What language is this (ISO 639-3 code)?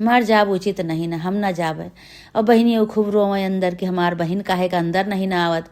awa